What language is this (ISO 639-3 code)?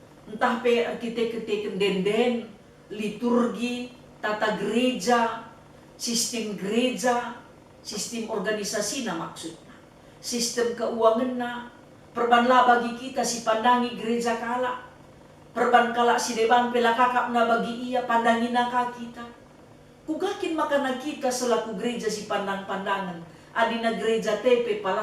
btx